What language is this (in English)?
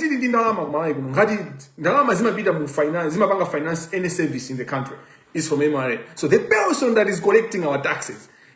Nyanja